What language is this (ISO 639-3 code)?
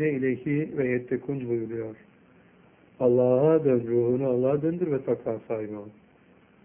tur